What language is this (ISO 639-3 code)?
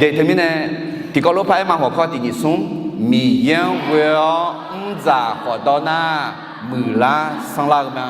ahk